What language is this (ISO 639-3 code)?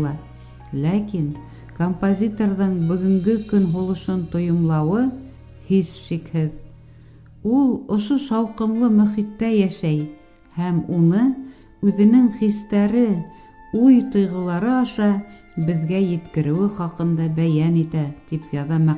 bak